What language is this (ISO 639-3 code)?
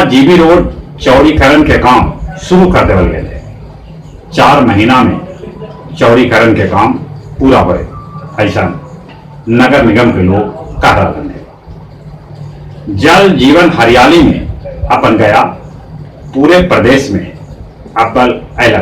mag